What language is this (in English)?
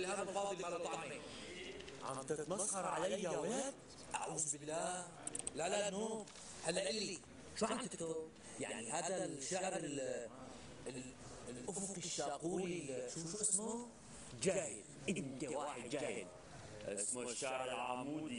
North Levantine Arabic